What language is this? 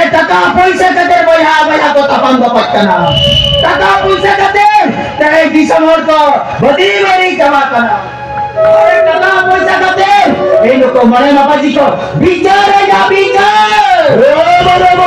Santali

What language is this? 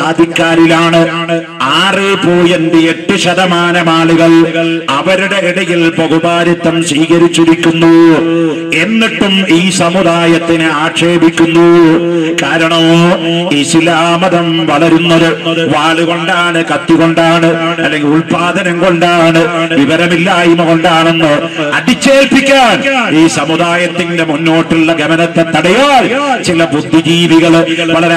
Malayalam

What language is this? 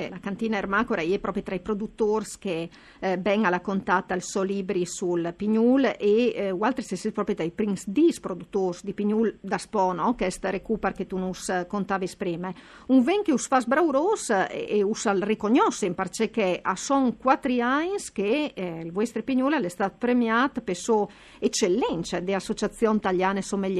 Friulian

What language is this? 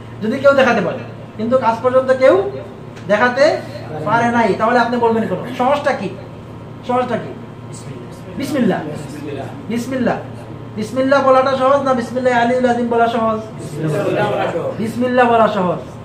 Bangla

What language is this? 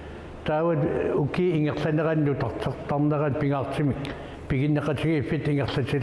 Kalaallisut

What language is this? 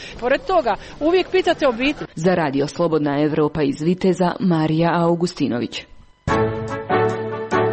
Croatian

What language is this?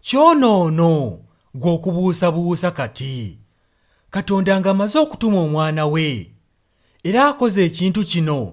Ganda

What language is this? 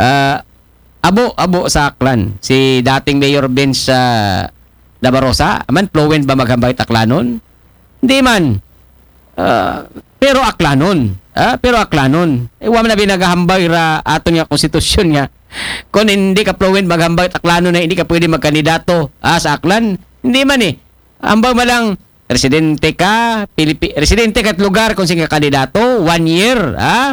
Aklanon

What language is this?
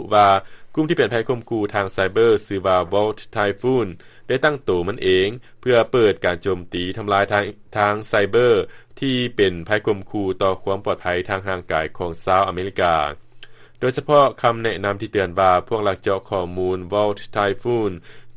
Lao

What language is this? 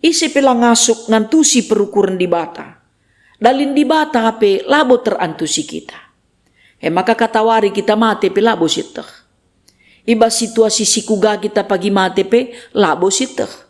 Batak Karo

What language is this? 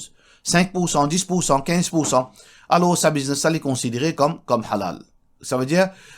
Morisyen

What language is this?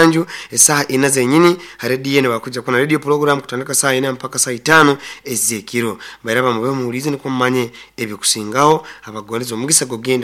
Nyoro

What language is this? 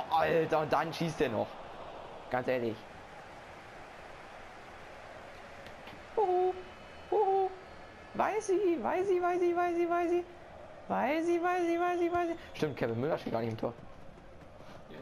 German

